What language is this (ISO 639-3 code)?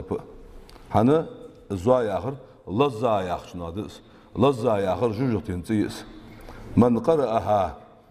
inh